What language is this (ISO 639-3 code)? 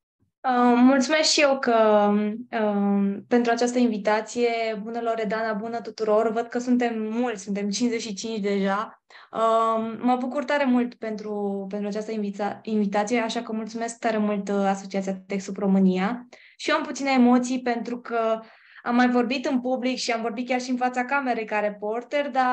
ron